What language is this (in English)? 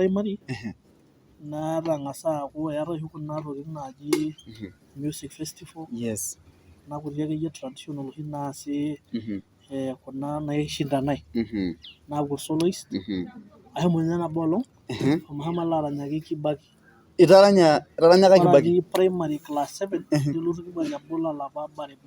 Masai